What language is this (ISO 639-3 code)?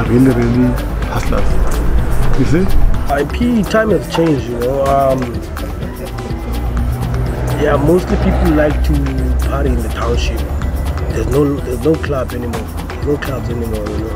eng